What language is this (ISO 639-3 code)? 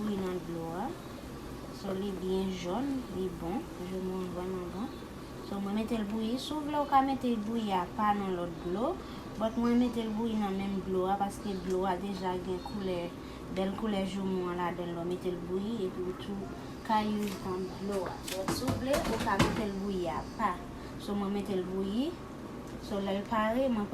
hat